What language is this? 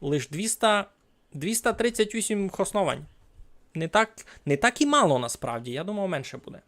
Rusyn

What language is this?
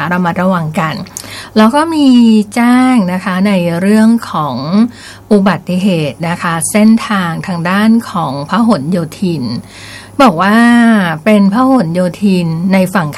Thai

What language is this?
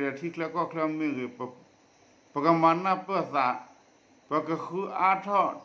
S'gaw Karen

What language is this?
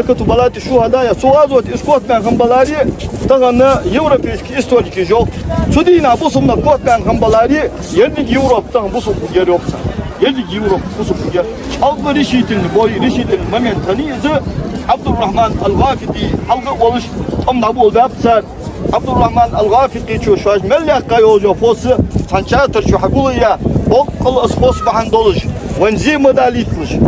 Ingush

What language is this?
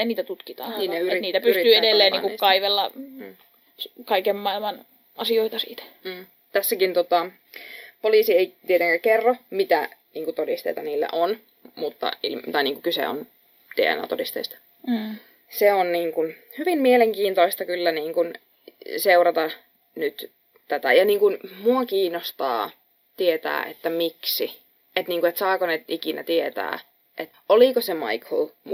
Finnish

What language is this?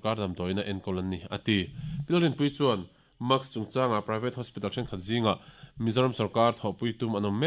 Mizo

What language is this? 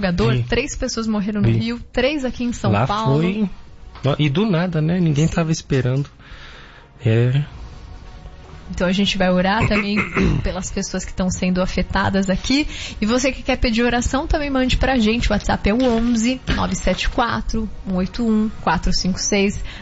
Portuguese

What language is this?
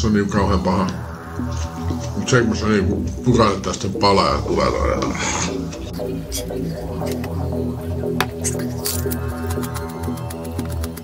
Finnish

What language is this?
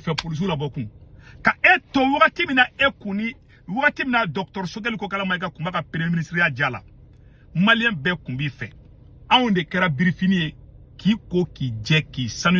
Bambara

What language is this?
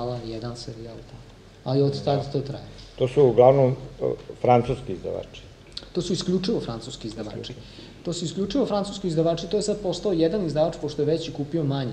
Serbian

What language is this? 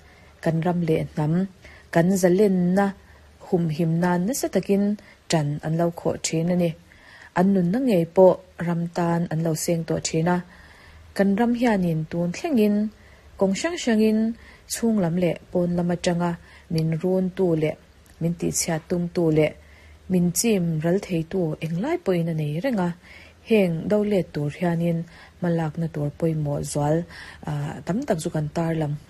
Mizo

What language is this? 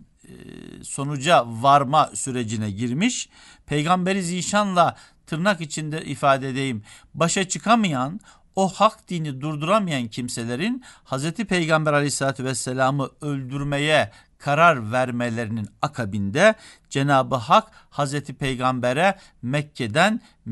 Turkish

